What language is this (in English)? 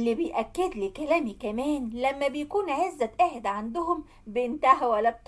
Egyptian Arabic